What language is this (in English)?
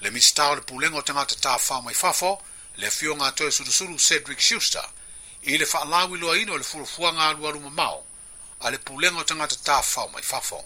Samoan